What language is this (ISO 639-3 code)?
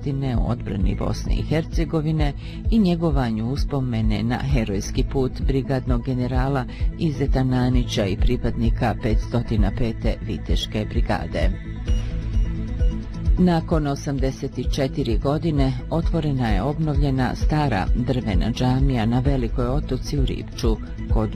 bos